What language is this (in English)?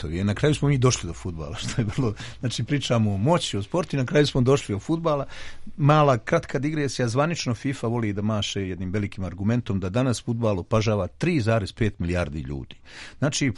Serbian